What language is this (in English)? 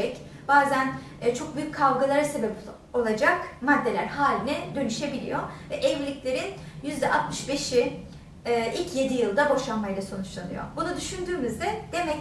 Turkish